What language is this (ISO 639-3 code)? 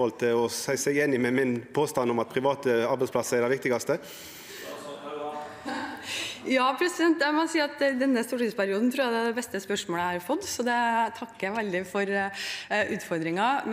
nor